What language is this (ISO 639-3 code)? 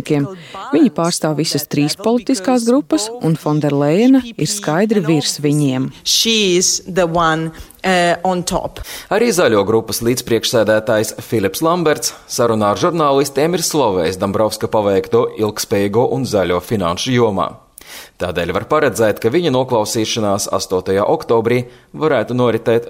lav